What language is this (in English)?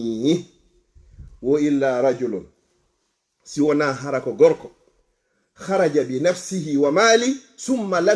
Fula